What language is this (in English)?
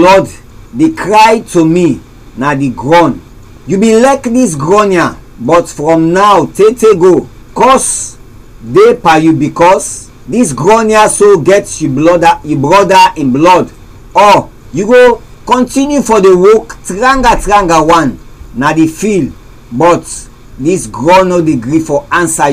Krio